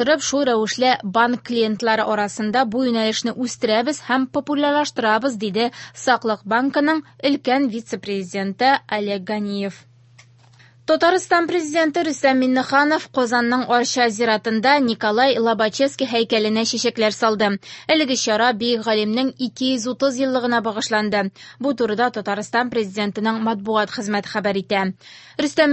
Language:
Tatar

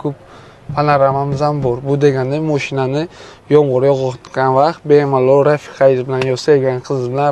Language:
Uzbek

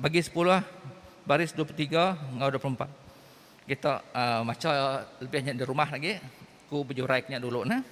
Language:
Iban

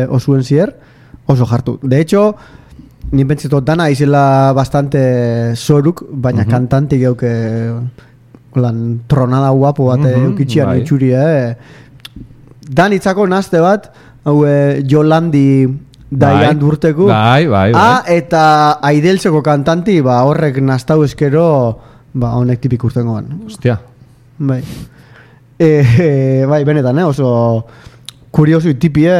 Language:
Basque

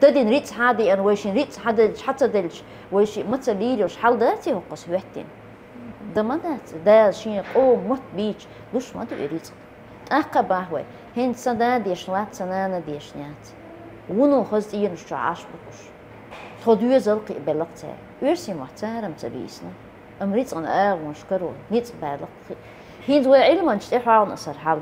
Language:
Chechen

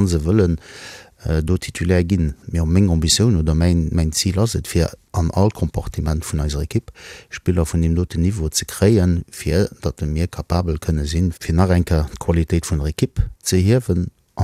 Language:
Luxembourgish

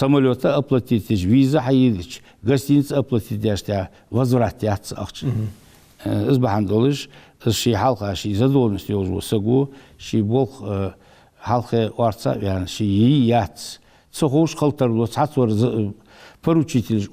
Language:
Ingush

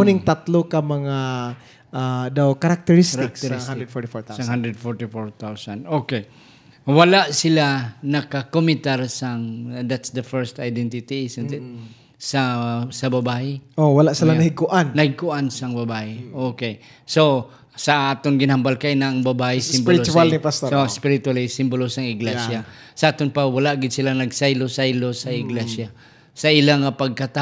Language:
Hiligaynon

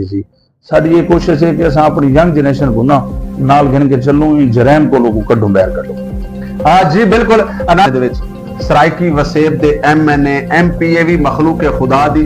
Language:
Saraiki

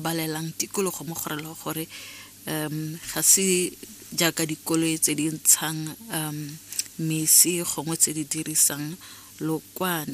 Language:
Tswana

